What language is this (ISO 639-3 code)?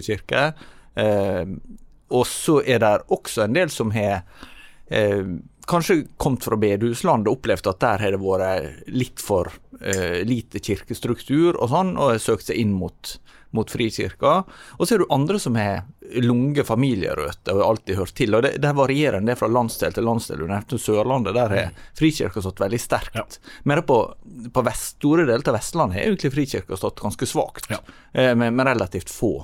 nor